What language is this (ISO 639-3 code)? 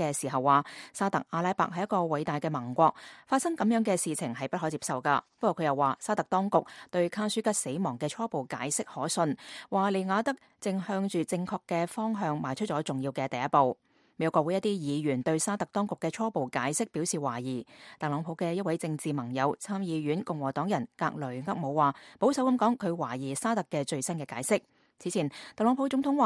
yue